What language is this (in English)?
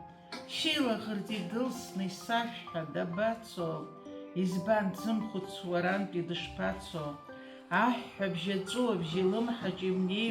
Abkhazian